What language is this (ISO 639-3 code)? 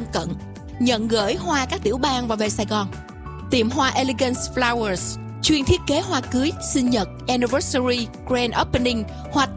vie